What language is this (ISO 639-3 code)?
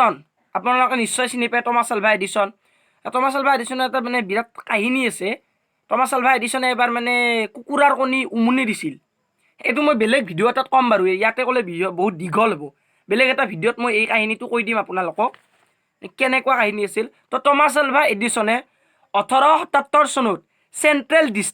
asm